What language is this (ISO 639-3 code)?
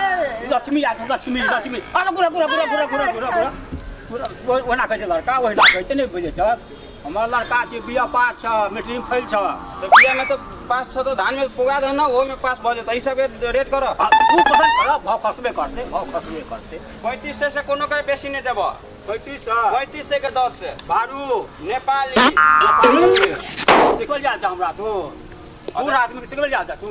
mai